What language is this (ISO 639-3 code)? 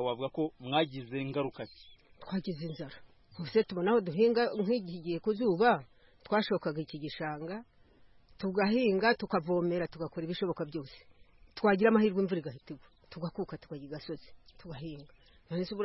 kin